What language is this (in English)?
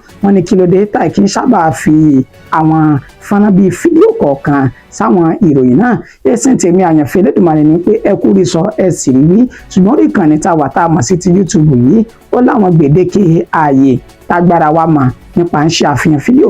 Yoruba